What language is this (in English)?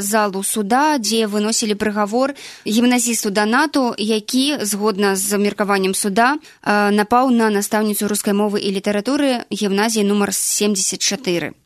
Belarusian